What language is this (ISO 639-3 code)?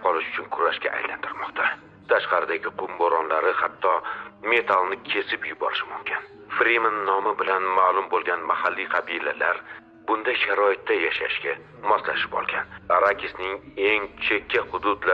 uzb